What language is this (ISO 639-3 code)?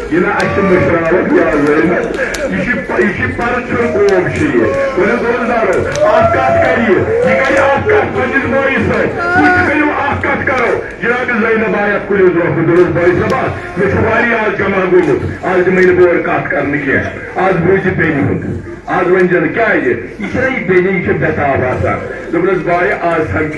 kas